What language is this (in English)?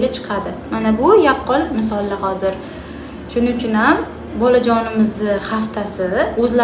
Uzbek